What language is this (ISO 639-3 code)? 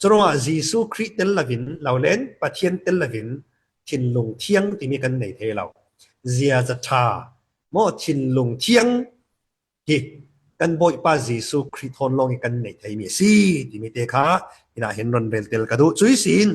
cfm